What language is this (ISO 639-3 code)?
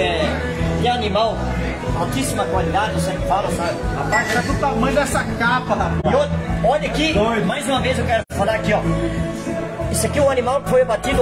por